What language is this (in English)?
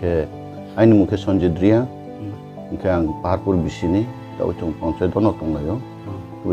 Riang (India)